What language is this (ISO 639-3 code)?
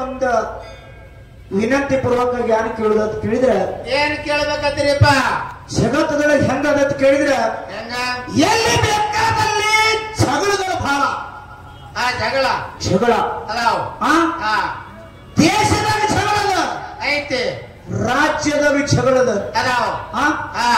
kan